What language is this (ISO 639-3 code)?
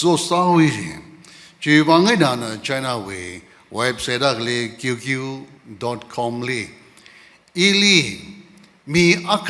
nmf